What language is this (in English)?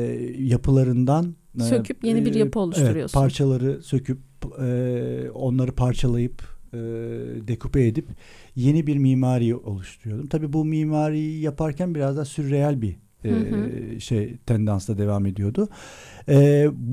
Turkish